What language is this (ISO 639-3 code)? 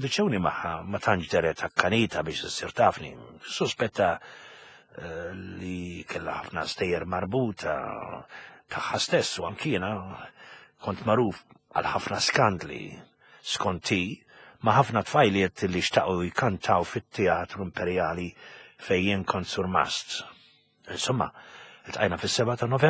mlt